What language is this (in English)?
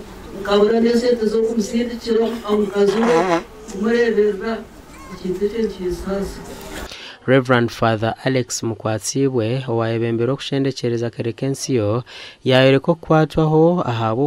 Nyankole